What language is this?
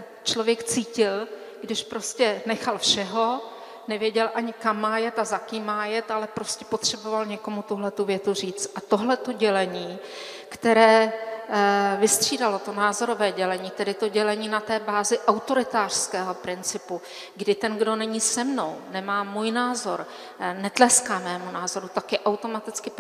Czech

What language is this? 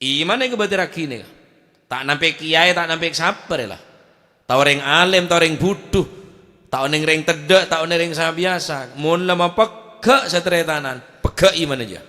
Madurese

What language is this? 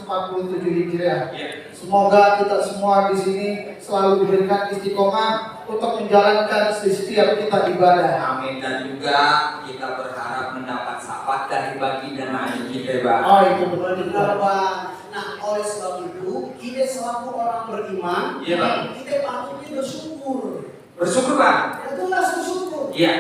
Betawi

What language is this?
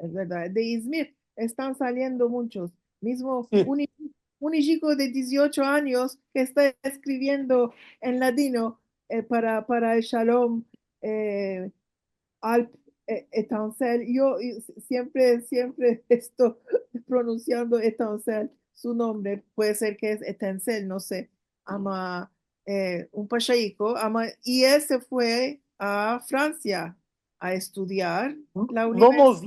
Ladino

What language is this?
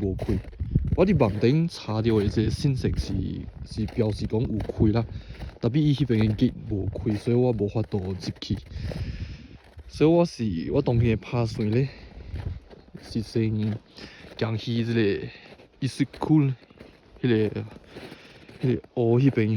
Min Nan Chinese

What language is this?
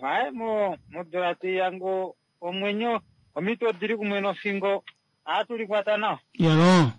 Kuanyama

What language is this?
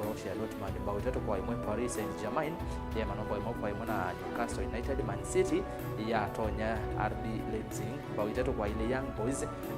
Kamba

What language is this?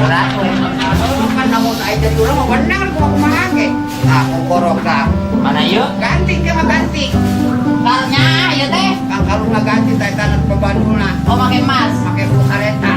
Sundanese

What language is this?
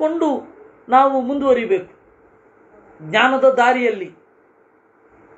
Kannada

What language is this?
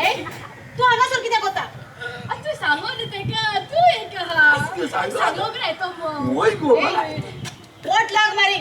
Konkani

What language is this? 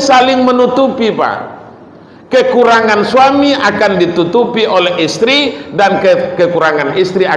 Minangkabau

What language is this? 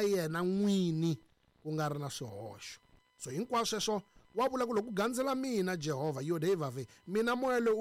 Tsonga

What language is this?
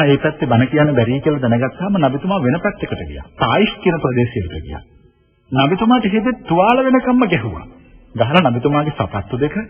Sinhala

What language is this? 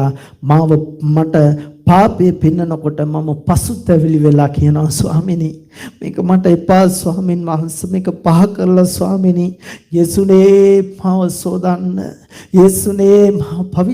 Sinhala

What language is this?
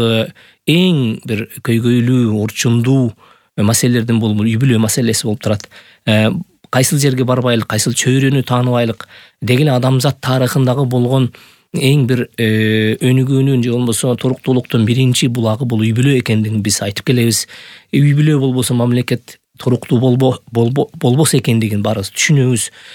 Kyrgyz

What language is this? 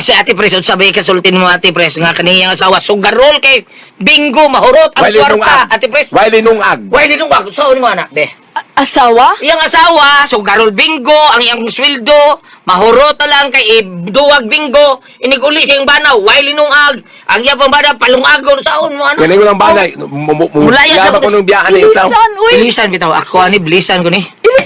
Cebuano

